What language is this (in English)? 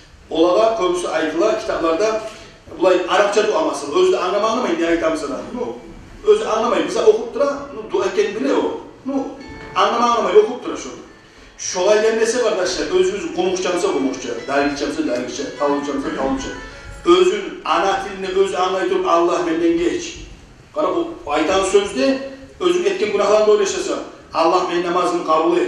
Kumyk